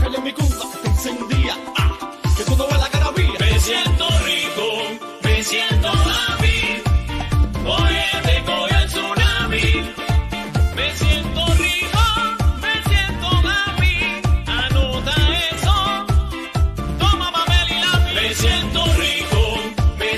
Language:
Spanish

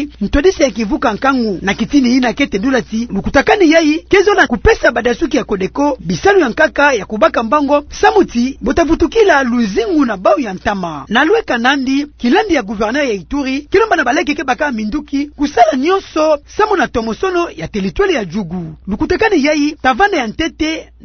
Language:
Kituba (Democratic Republic of Congo)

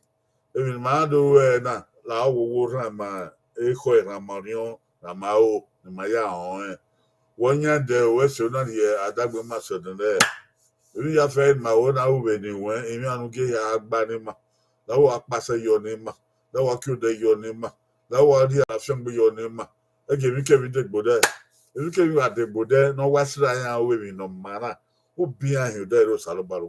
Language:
Bini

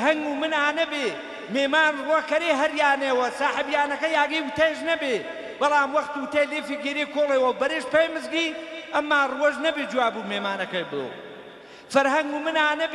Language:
Gurani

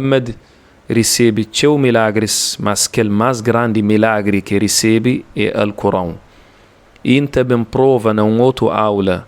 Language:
Kabuverdianu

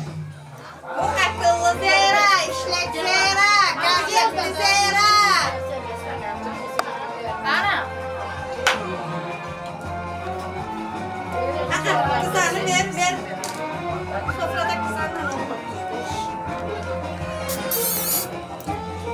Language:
Turkish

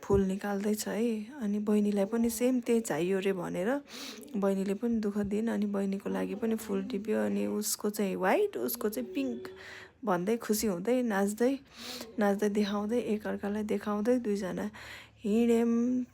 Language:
Nepali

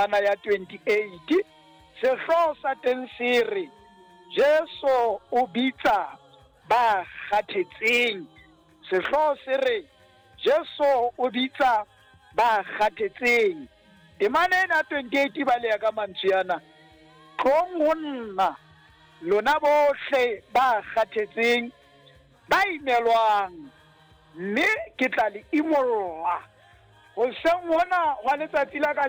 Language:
Southern Sotho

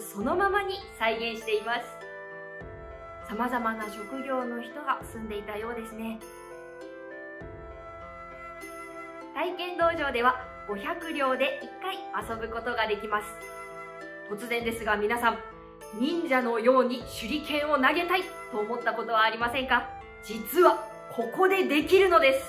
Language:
Japanese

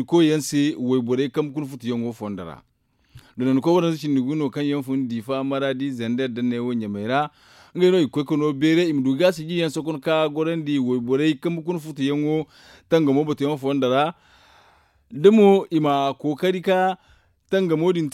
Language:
Zarma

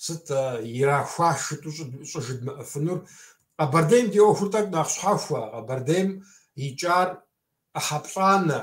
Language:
Kabardian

